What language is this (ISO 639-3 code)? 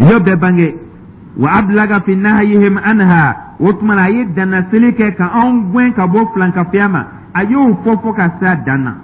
dyu